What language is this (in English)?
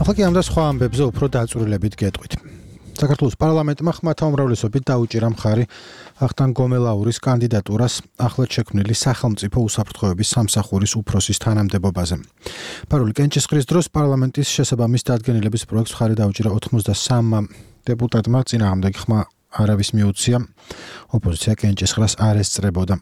Georgian